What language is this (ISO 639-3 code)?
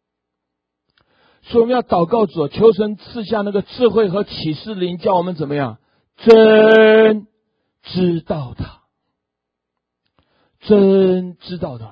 zho